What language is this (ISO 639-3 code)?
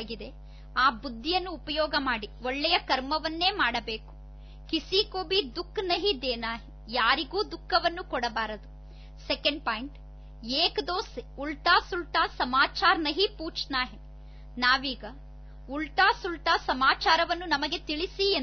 kan